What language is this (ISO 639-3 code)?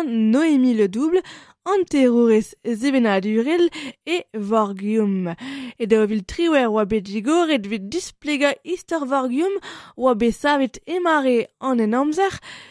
bre